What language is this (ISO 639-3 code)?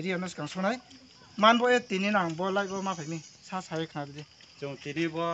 ria